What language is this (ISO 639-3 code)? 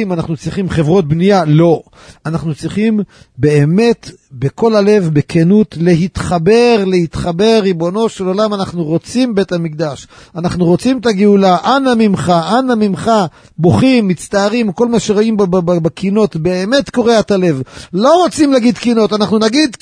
heb